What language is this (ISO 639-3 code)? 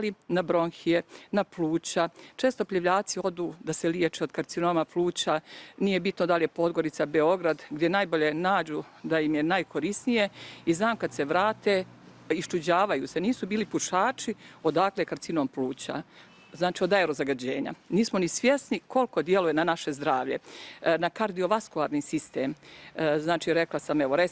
bos